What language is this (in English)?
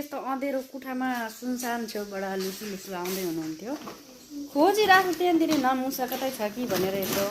Nepali